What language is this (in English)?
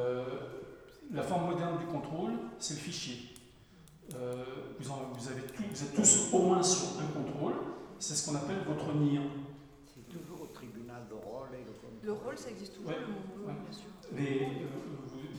French